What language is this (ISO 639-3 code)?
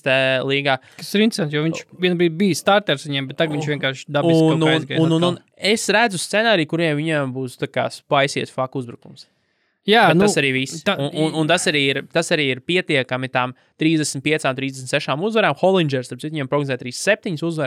lav